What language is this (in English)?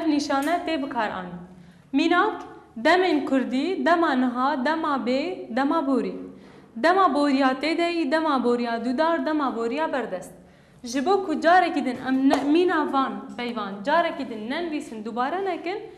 Kurdish